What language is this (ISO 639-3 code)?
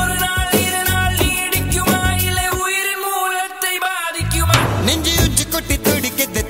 tam